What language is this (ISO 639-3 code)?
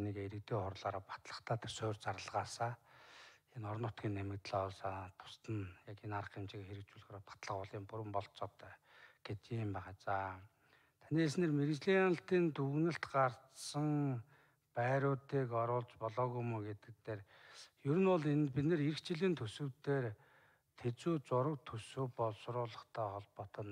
mon